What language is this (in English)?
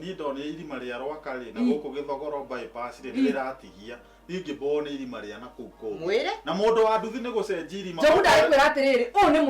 Kikuyu